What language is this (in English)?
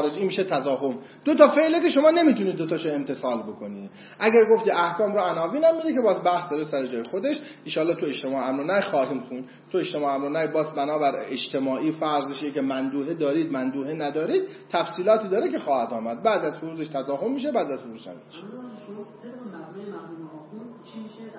Persian